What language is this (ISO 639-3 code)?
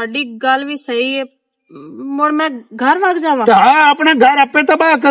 lah